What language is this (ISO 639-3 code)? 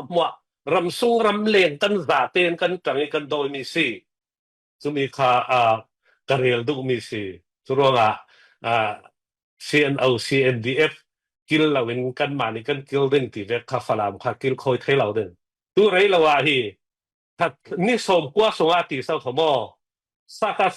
cfm